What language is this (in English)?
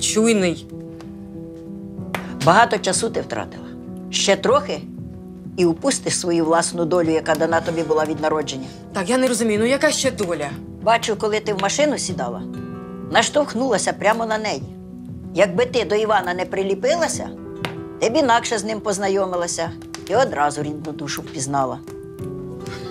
Ukrainian